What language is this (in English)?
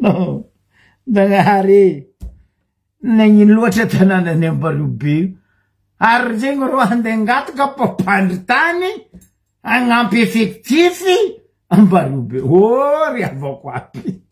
Malagasy